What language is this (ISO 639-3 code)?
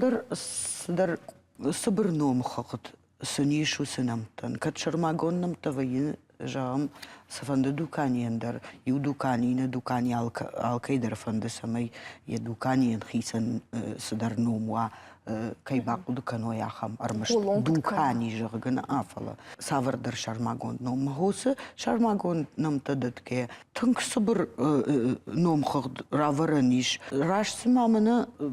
oss